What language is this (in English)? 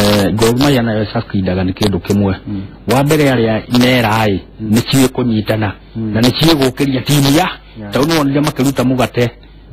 Kikuyu